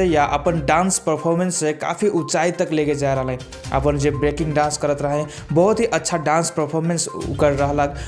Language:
Sadri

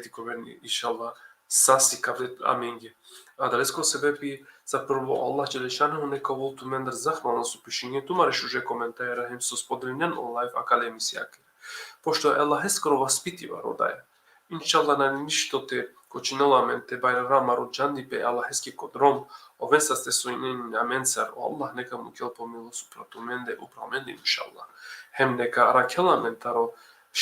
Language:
Balkan Romani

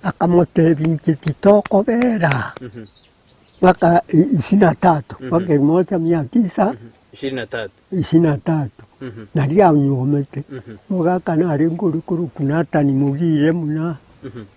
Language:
Gusii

